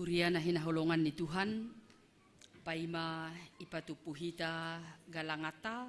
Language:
Batak Simalungun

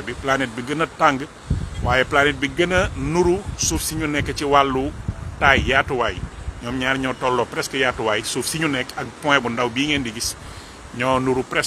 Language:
Wolof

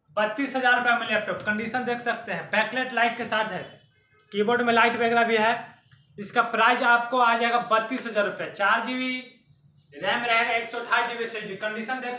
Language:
Hindi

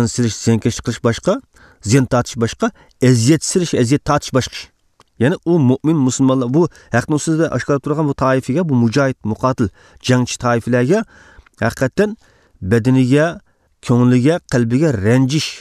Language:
Uyghur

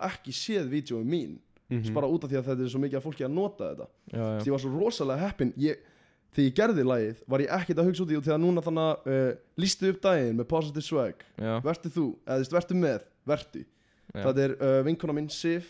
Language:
Icelandic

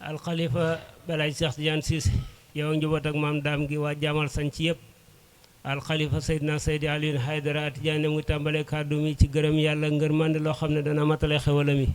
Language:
Wolof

